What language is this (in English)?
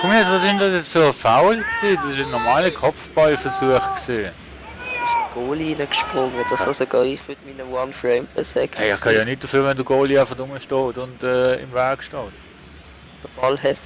Swiss German